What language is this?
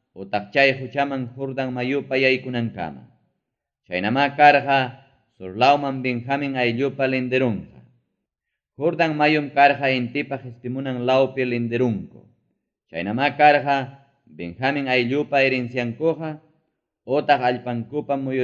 Ayacucho Quechua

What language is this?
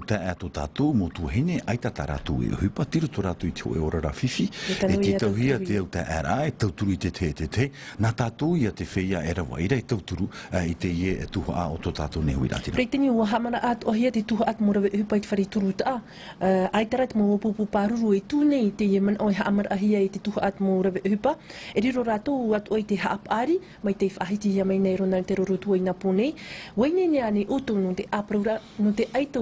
Tahitian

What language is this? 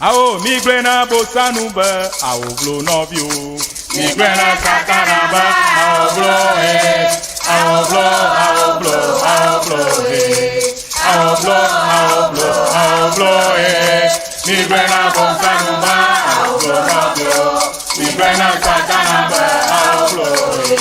Ewe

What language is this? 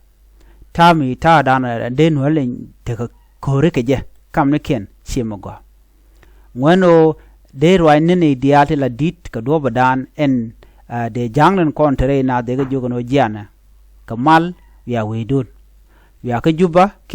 Nuer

